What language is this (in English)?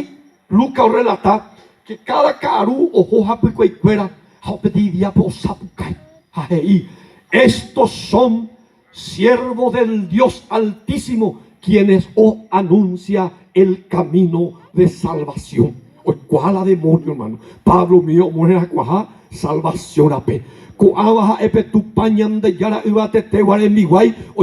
Guarani